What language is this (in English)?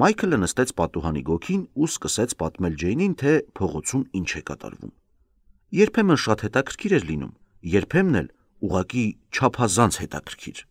Armenian